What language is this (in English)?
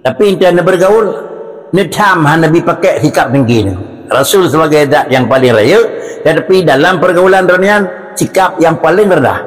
Achinese